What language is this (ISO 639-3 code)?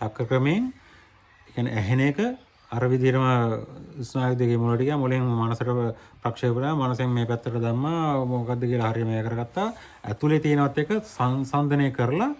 sin